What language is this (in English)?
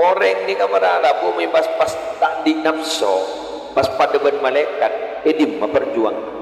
Madurese